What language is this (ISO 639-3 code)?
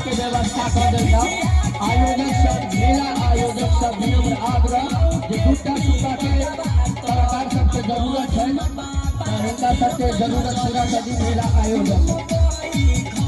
mai